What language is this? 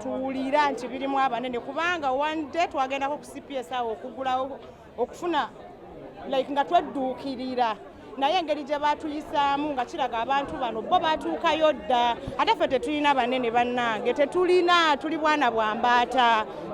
Ganda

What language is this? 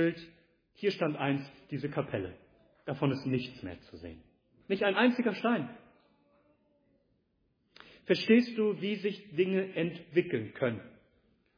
German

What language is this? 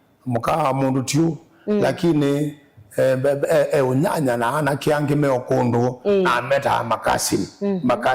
Kamba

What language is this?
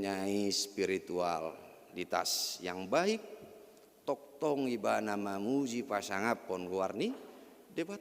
Batak Toba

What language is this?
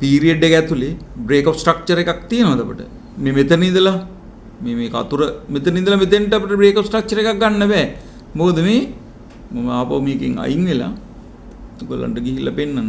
Sinhala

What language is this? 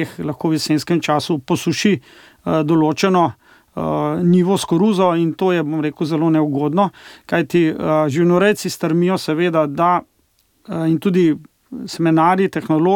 Slovenian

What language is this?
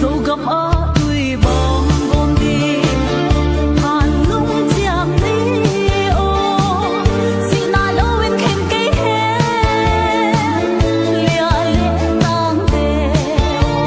Tedim Chin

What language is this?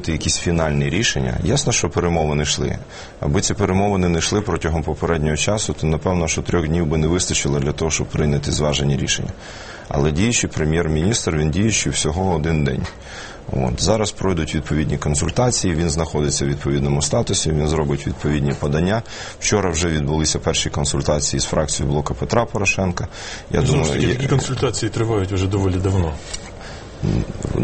Ukrainian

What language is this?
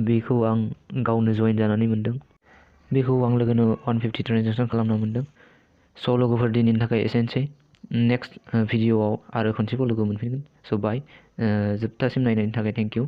Bodo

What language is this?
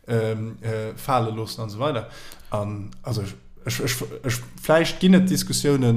Luxembourgish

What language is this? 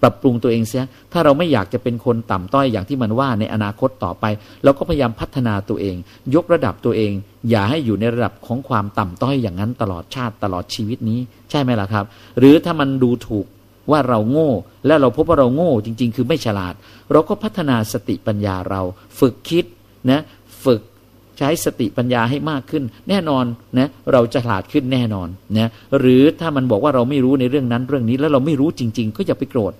Thai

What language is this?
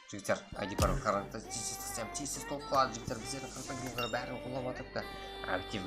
Kara-Kalpak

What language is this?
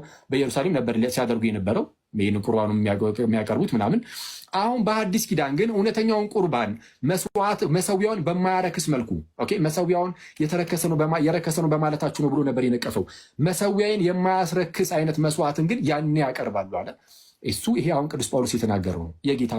Amharic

